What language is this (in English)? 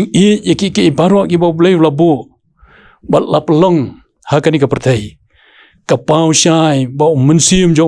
Khasi